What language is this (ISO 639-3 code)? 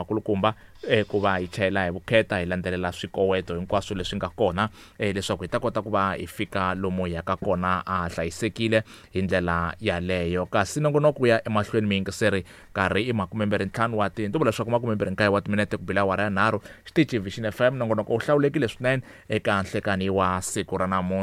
tso